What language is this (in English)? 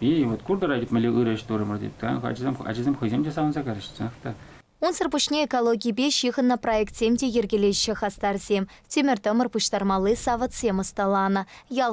Chuvash